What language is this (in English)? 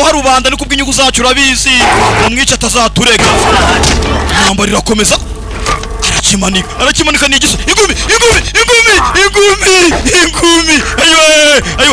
Kinyarwanda